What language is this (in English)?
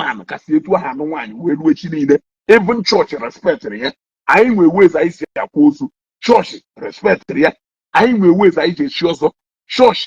Igbo